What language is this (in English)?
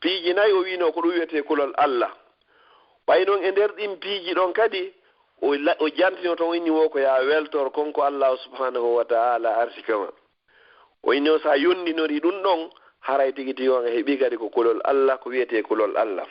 Fula